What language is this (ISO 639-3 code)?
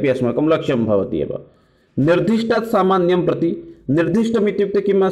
san